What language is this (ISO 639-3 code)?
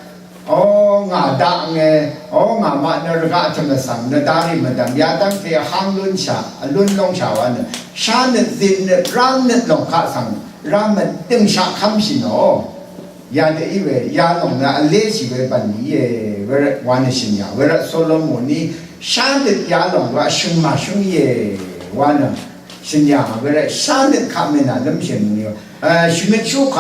raw